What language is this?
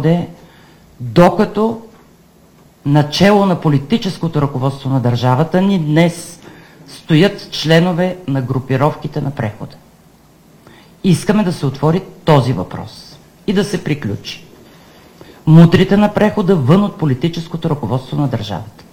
Bulgarian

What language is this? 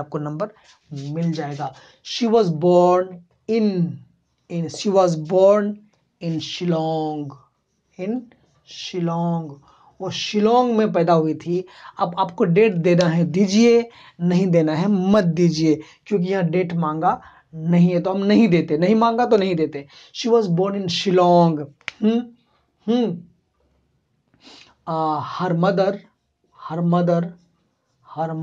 Hindi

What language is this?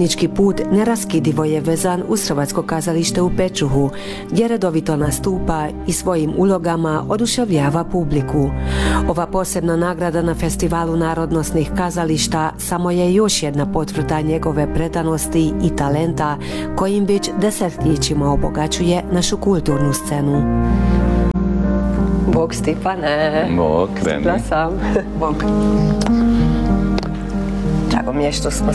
Croatian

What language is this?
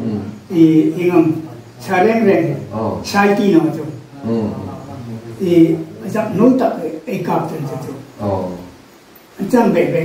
Hmar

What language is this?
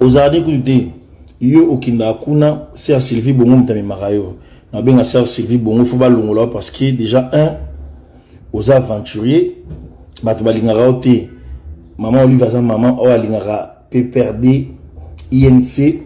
Lingala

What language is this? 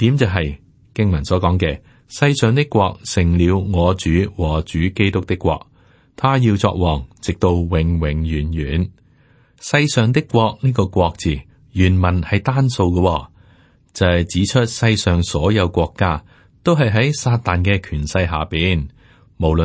Cantonese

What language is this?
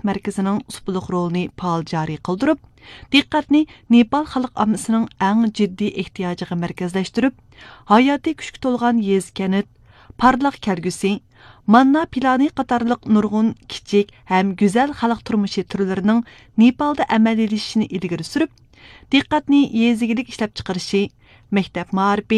Uyghur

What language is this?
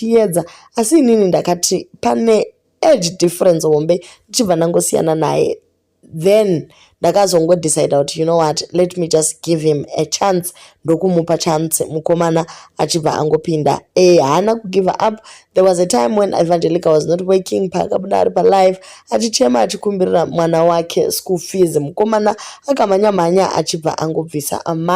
Shona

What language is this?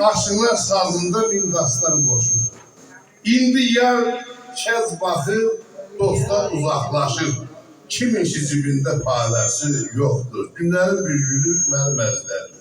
South Azerbaijani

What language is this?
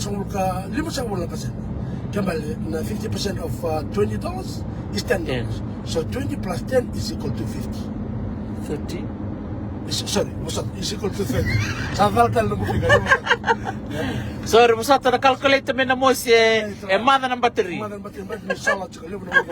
Fijian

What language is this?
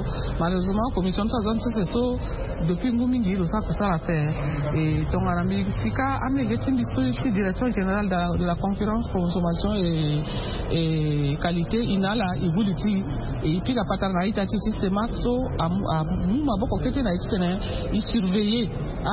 Sango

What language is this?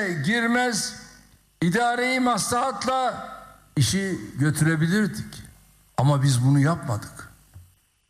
Turkish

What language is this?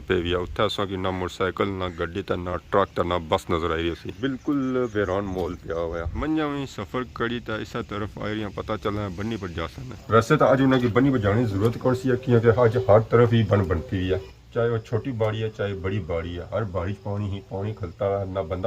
Pahari-Potwari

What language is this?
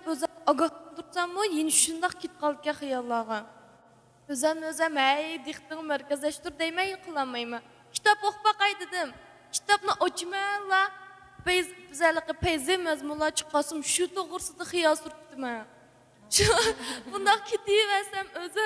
Uyghur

